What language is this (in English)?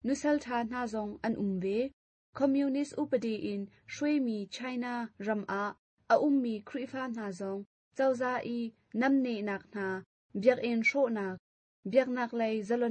Hakha Chin